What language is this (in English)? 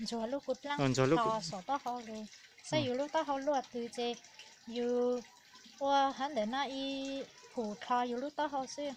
Hmong